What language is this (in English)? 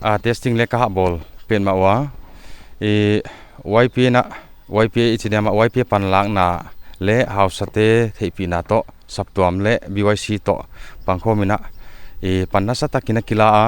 Paite Chin